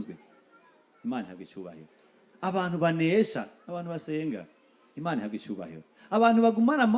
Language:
Rundi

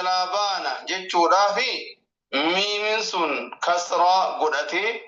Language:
Oromo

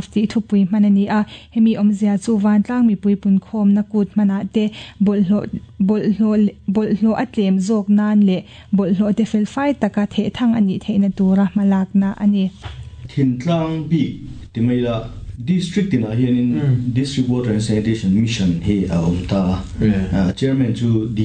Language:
Mizo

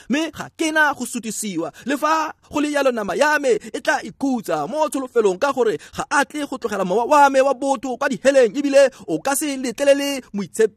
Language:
Tswana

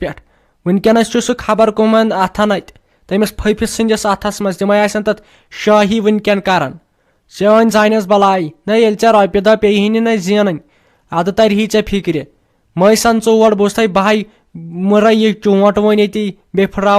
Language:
Kashmiri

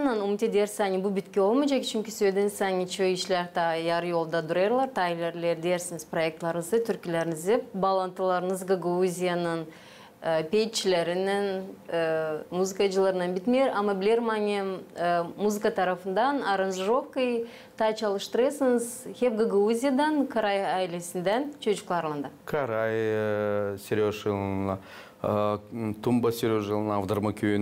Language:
Gagauz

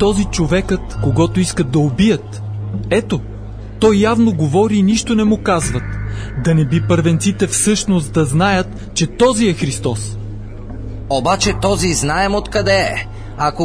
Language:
Bulgarian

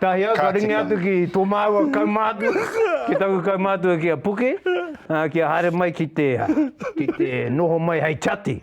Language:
Māori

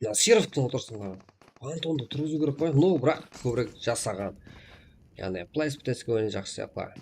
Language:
Kara-Kalpak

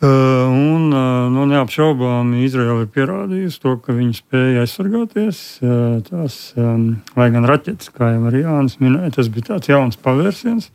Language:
Latvian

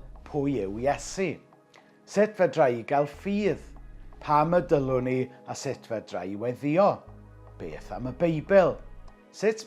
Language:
Welsh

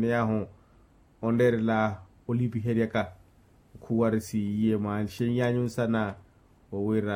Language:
Makhuwa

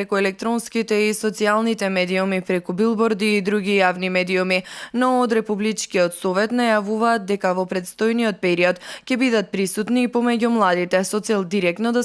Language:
Macedonian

